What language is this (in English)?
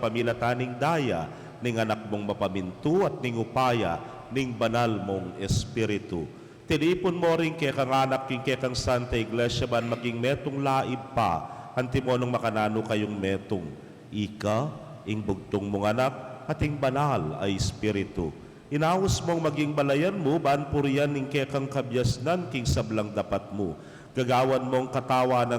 Pampanga